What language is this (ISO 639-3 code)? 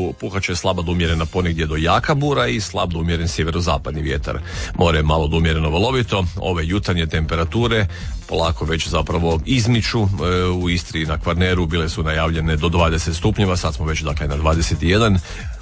hrv